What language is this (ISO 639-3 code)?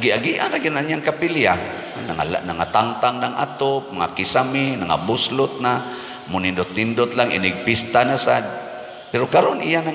ceb